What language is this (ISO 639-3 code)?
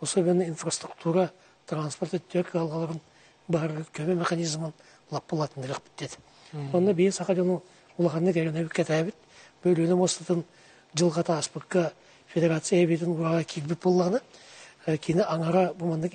sah